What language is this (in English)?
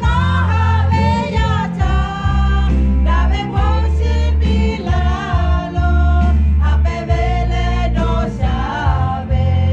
Lahu